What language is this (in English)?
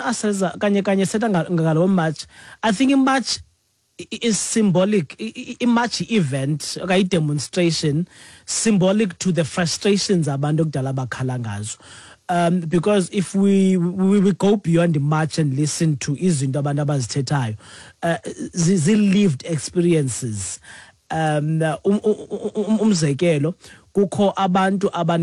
Xhosa